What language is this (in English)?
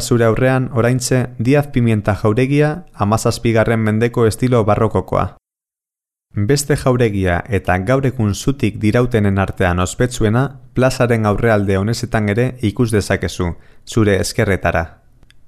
Basque